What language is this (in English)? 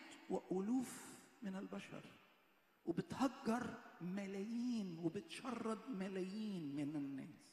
Egyptian Arabic